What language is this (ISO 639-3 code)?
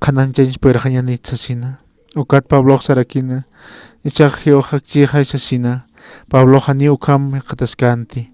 aym